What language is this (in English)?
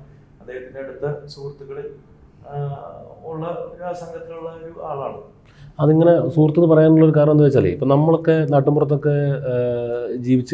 Malayalam